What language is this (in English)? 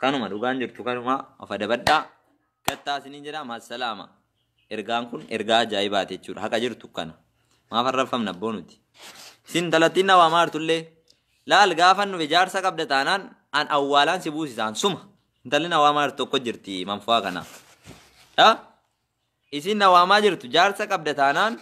Oromo